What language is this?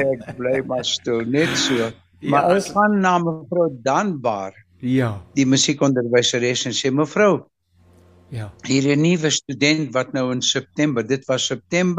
Afrikaans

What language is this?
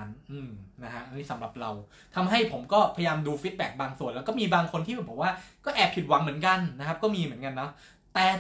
Thai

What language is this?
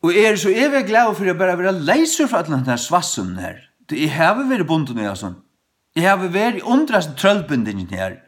Faroese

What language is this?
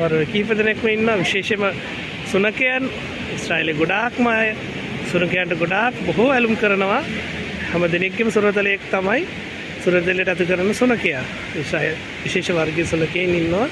Sinhala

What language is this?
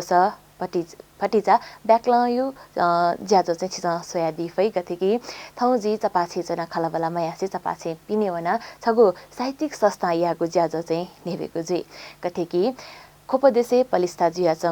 Newari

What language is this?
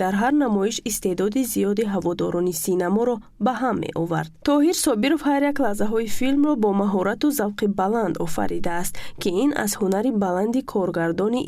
Tajik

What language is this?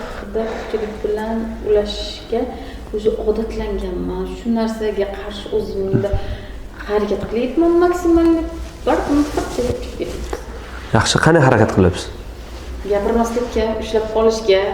Uzbek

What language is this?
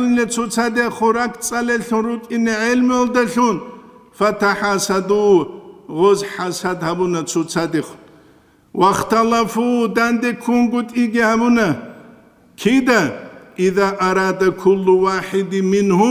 Avaric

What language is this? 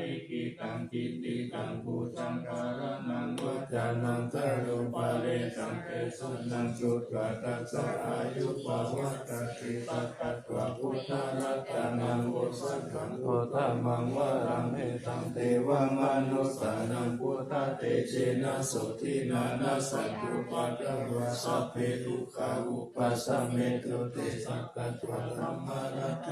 Pali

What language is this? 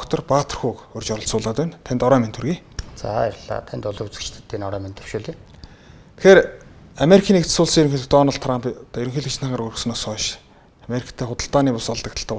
Mongolian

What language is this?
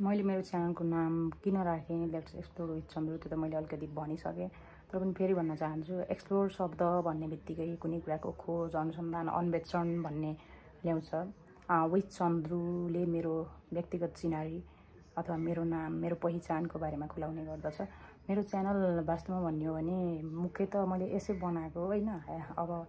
Nepali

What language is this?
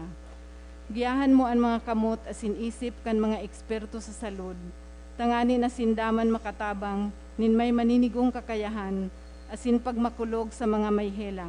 Bikol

